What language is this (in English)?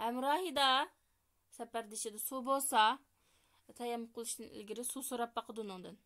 Uyghur